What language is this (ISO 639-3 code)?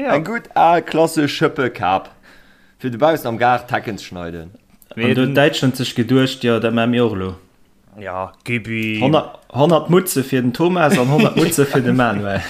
ltz